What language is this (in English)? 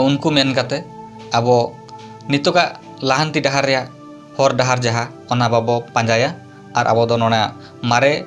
Santali